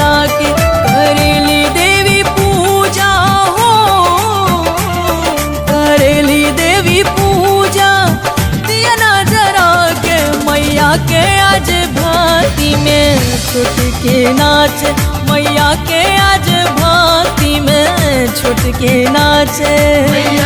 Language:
Bhojpuri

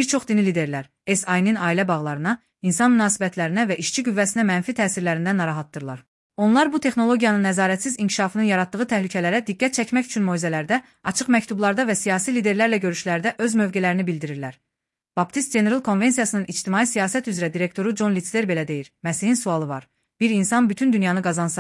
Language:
Azerbaijani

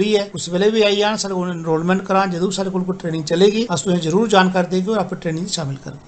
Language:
Dogri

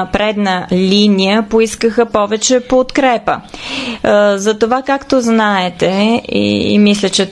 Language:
Bulgarian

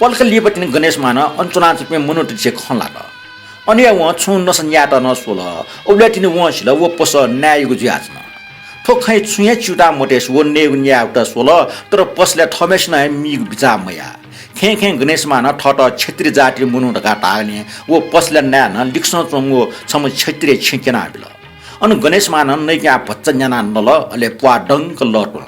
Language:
Newari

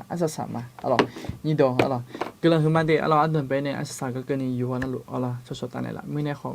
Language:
Akha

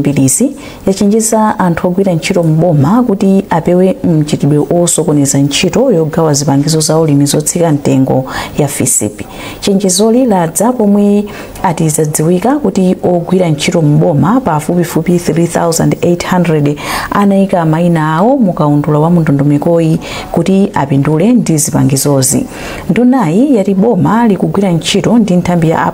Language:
Nyanja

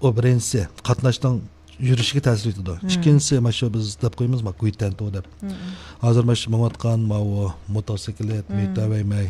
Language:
Uyghur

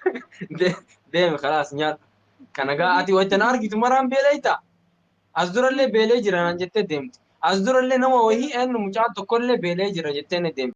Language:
Oromo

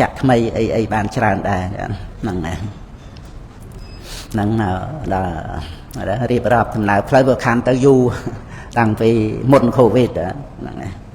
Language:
Khmer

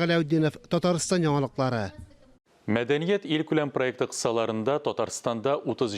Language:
Tatar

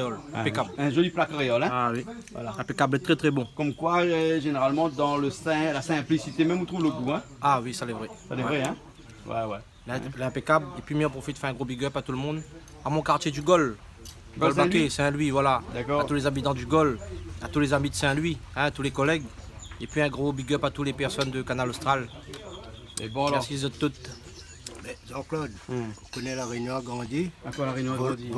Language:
Réunion Creole French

